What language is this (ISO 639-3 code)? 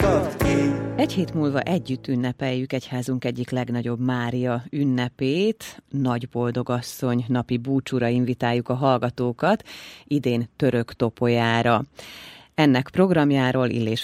hun